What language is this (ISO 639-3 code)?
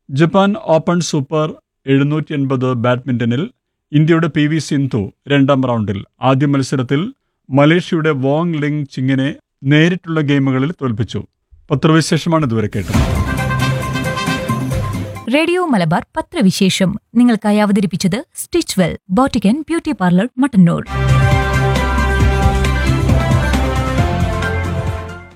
mal